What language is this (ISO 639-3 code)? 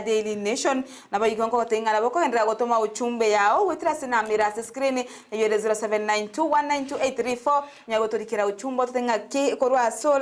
guz